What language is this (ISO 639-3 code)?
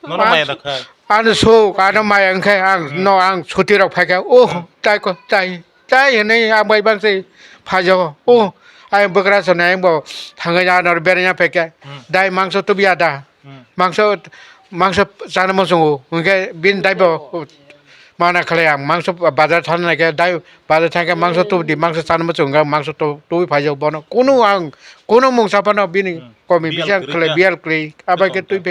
trp